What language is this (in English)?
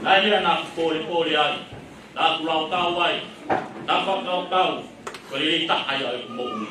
Tongan